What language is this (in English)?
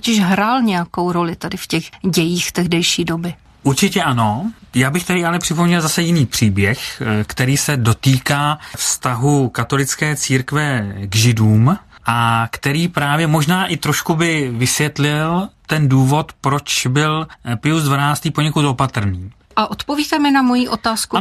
Czech